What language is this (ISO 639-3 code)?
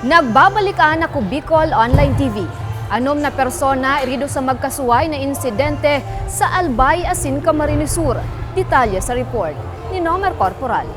bik